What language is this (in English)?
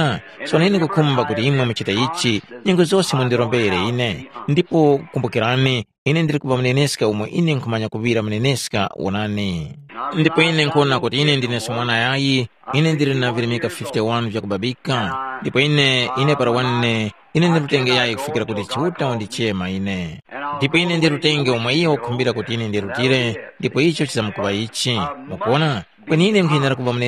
Tumbuka